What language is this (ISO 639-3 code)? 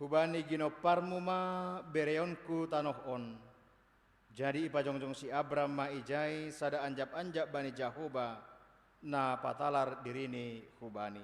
bts